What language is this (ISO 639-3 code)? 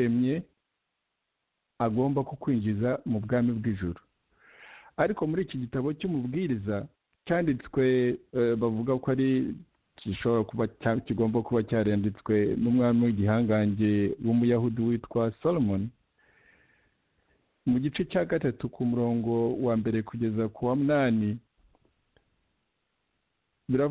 kin